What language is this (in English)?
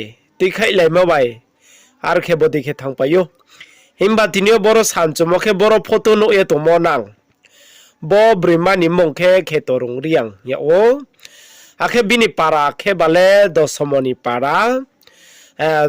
Riang (India)